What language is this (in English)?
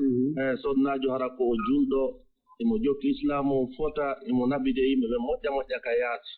Fula